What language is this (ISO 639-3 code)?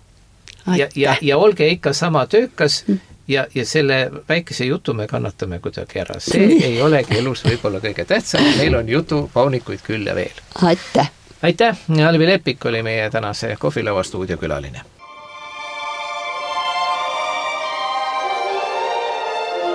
est